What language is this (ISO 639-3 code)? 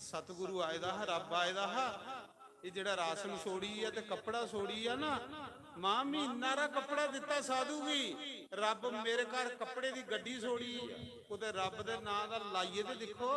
doi